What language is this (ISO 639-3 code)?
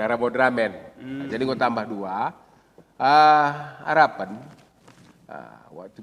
btx